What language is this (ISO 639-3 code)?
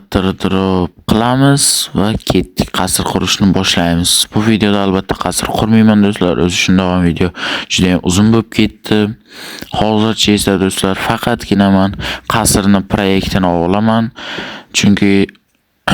uzb